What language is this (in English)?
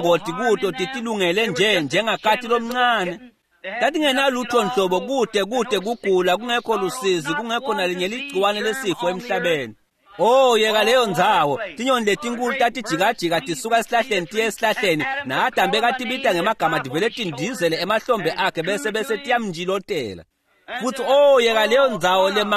Swati